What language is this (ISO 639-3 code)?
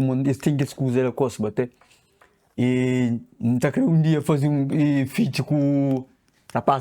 kea